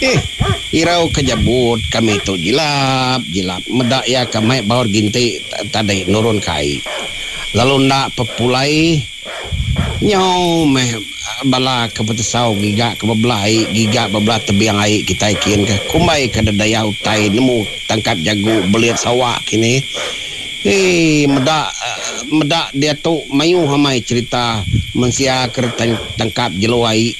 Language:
Iban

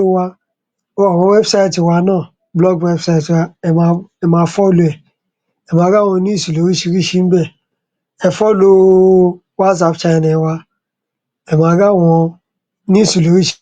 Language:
Yoruba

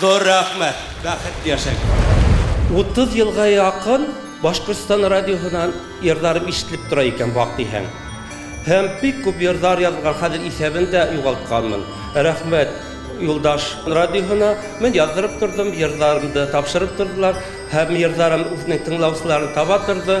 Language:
Bashkir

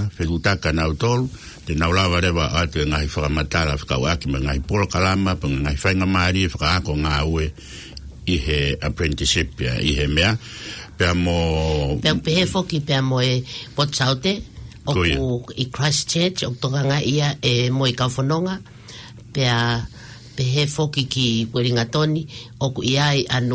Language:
Tongan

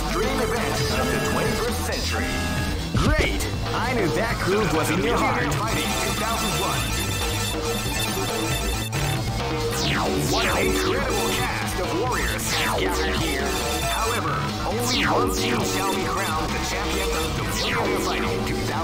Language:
English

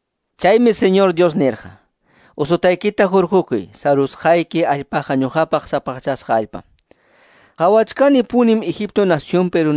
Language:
Quechua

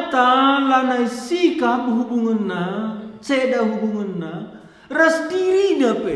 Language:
Batak Karo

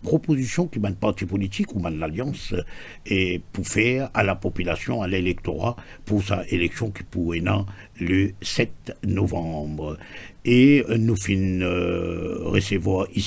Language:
Morisyen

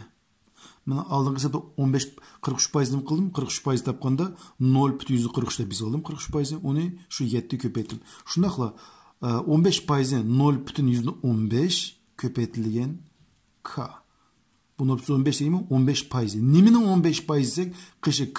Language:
Uyghur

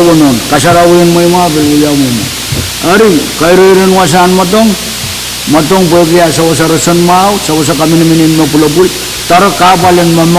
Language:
Pohnpeian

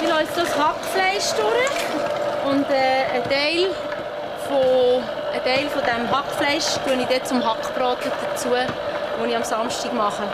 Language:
Swiss German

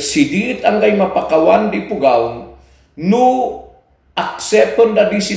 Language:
Kankanaey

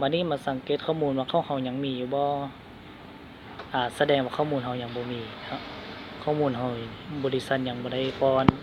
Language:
Lao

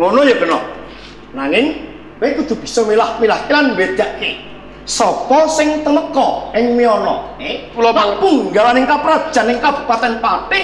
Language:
Javanese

